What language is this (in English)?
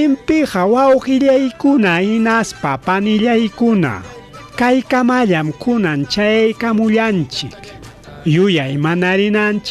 Ayacucho Quechua